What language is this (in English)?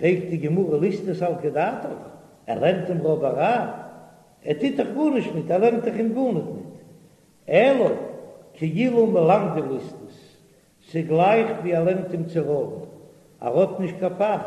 Yiddish